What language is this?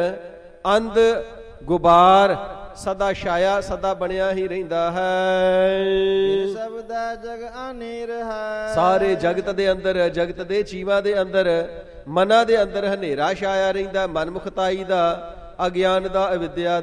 Punjabi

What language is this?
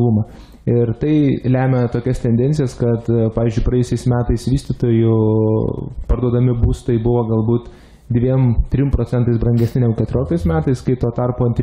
Lithuanian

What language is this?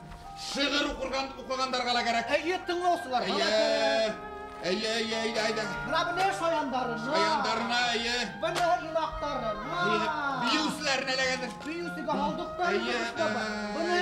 Bashkir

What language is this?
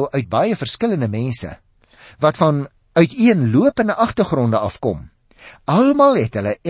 Afrikaans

